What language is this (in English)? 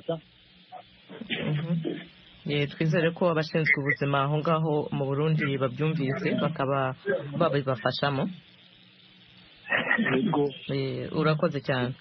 Kinyarwanda